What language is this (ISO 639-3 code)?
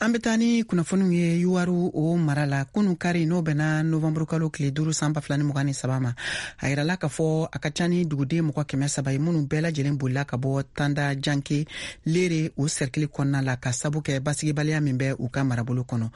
bam